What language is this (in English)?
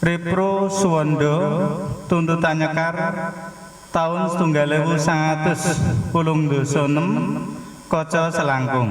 Javanese